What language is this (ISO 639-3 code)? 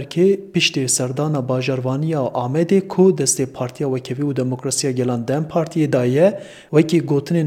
kur